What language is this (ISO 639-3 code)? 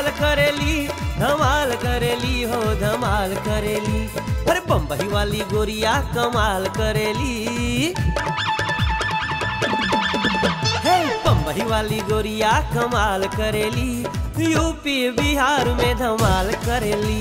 bho